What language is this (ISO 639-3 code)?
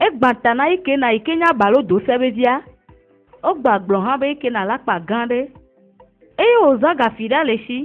ewe